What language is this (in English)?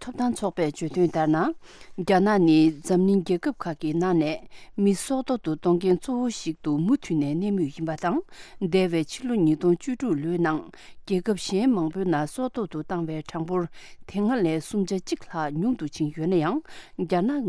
Tibetan